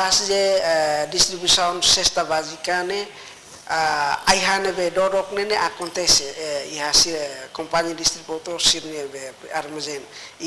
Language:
Tetum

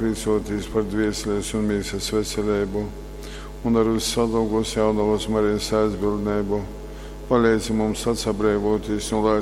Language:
Latgalian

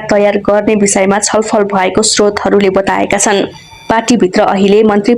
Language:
Nepali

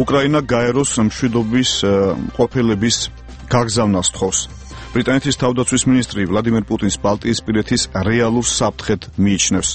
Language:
Georgian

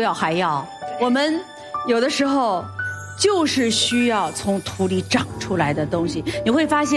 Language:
Chinese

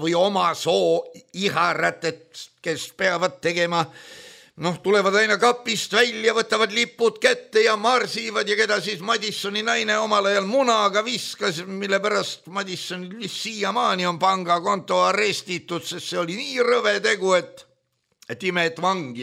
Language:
Estonian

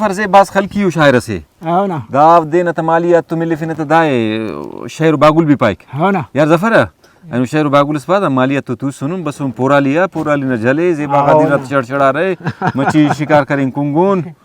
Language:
Brahui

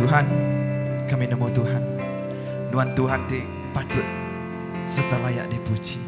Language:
Iban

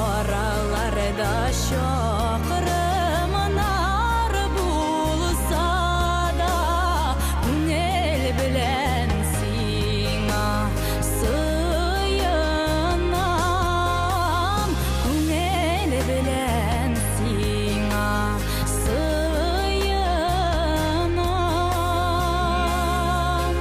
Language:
Bashkir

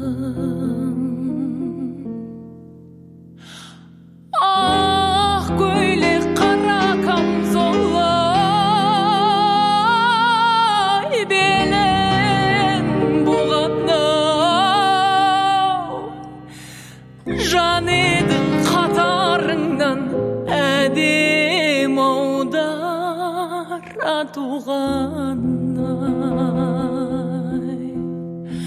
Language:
Kazakh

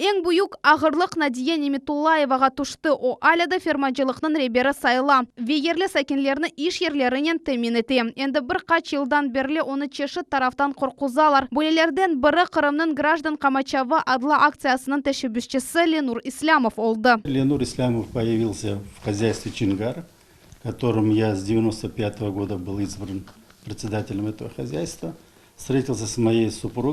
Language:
Crimean Tatar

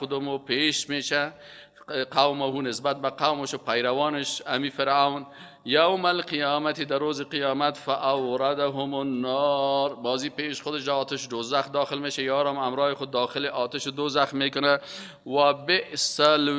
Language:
Persian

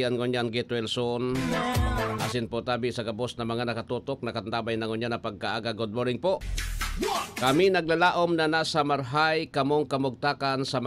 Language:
Bikol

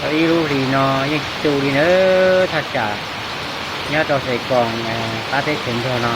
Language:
Hmong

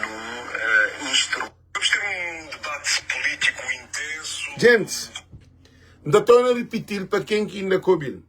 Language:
Kabuverdianu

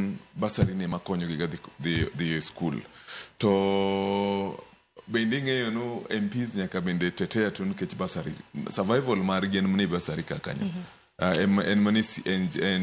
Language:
Luo (Kenya and Tanzania)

